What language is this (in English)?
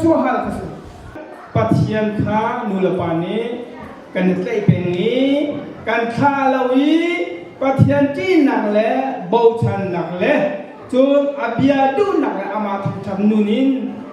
Hakha Chin